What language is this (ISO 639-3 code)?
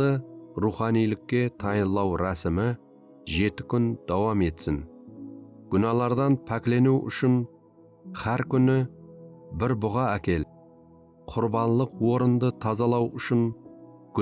kaa